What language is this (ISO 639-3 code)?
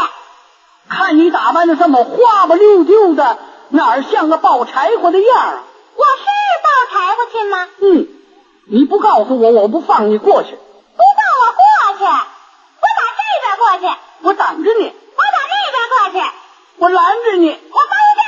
zho